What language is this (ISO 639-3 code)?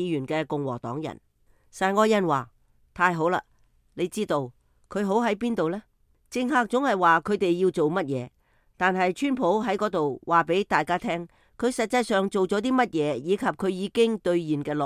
yue